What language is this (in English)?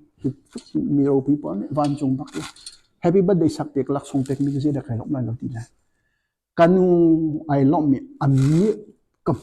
Hakha Chin